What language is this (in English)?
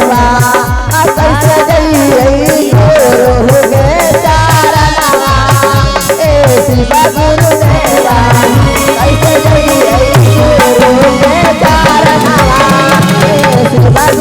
Magahi